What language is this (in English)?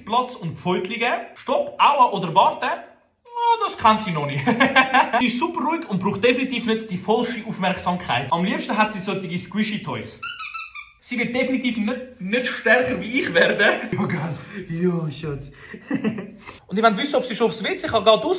Swiss German